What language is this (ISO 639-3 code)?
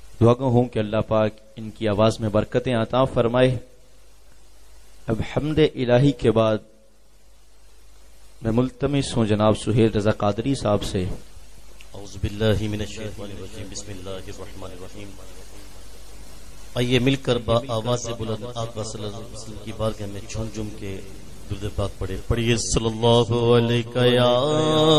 urd